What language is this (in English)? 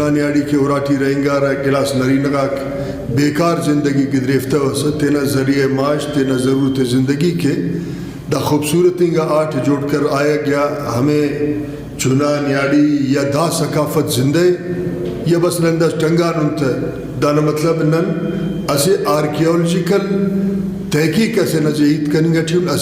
Brahui